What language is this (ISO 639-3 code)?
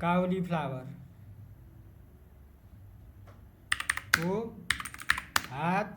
nep